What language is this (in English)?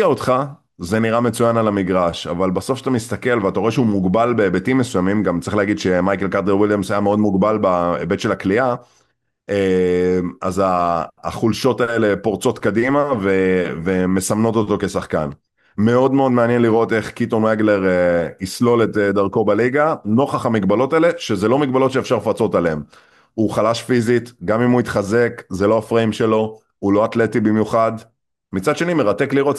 Hebrew